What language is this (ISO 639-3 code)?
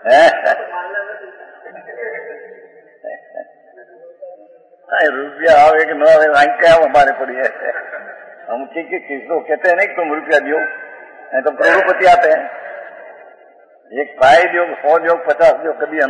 hin